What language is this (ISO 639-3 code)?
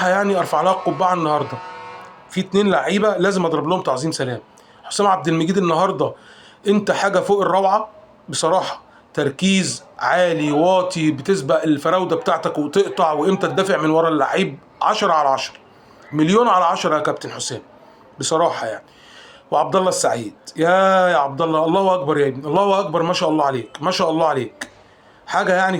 arz